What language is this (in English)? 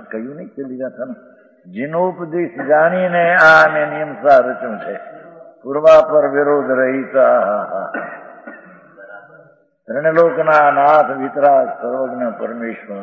Gujarati